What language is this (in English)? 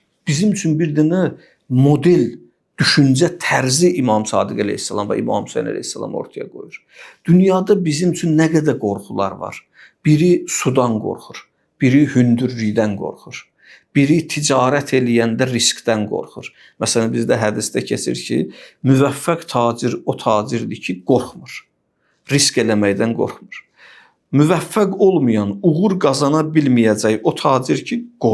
Azerbaijani